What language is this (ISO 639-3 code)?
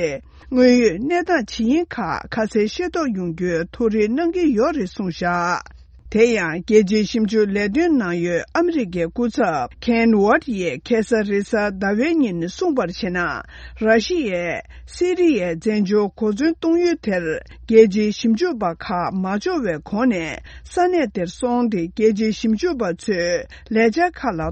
bod